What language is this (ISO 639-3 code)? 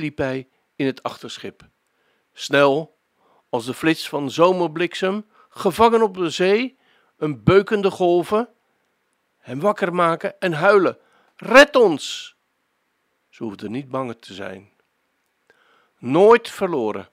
nld